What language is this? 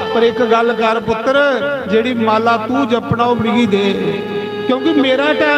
Dogri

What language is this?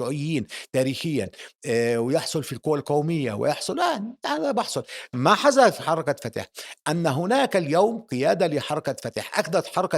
North Levantine Arabic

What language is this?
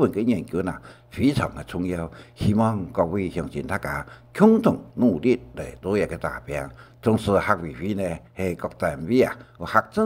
Hakka Chinese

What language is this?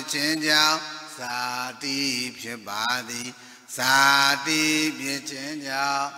Burmese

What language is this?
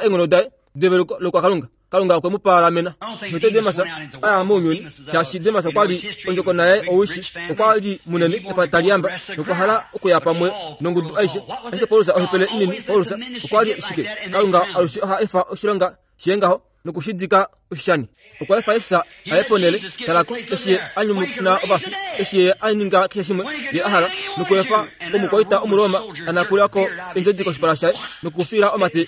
Kuanyama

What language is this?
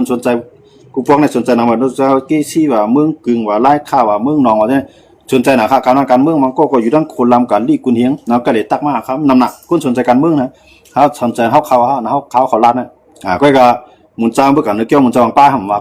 Shan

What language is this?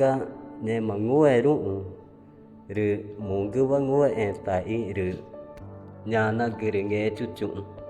Ticuna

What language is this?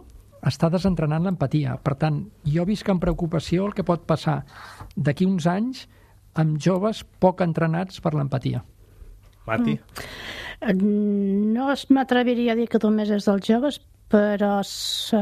Catalan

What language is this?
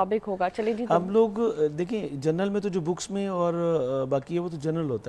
Urdu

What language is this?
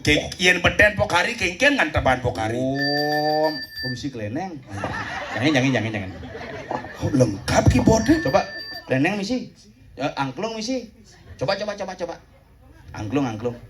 Balinese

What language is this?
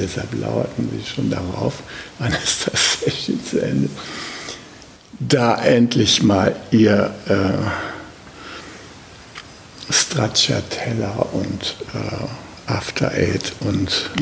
German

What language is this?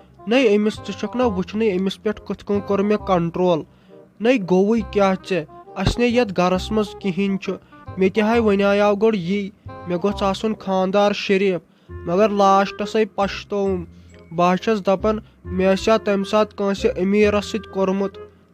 Kashmiri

